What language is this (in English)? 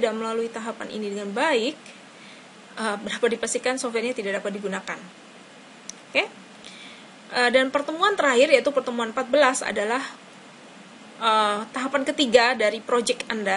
Indonesian